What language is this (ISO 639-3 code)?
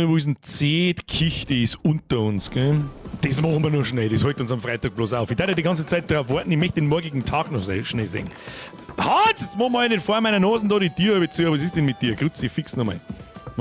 bar